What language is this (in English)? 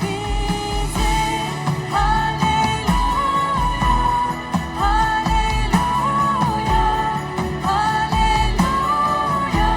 Plautdietsch